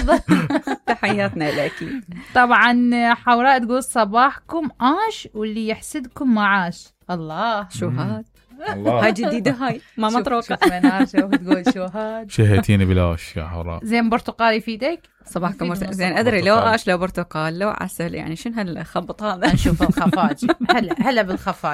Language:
Mesopotamian Arabic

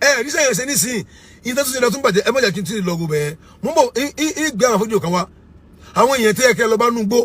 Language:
Yoruba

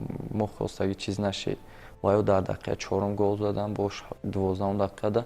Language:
Tajik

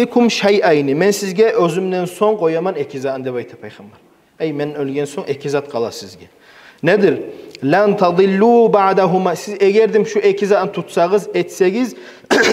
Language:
Kumyk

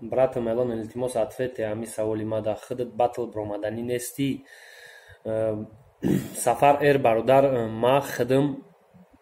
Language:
Tajik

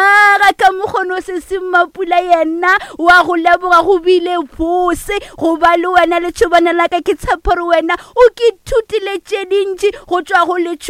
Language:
Northern Sotho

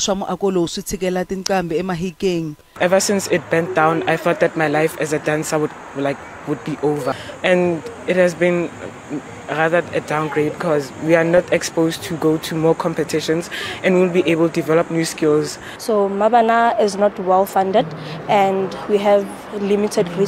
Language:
Tsonga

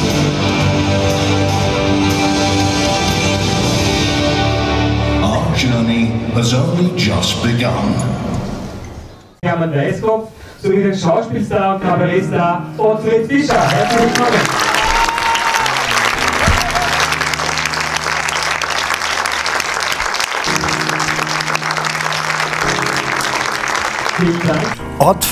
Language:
German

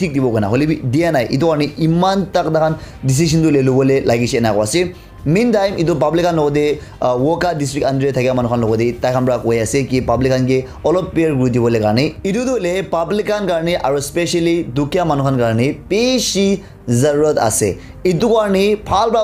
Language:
Naga Pidgin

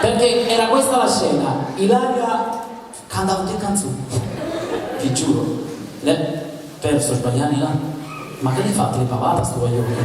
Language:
Neapolitan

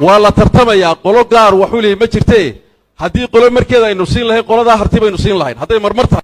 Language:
Somali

